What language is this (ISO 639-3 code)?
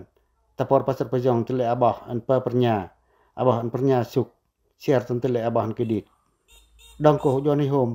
pac